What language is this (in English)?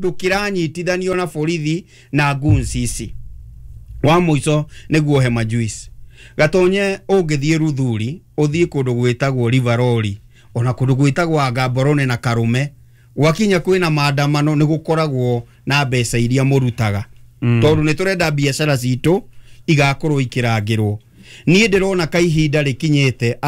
Kikuyu